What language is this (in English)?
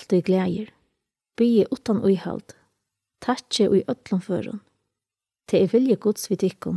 Faroese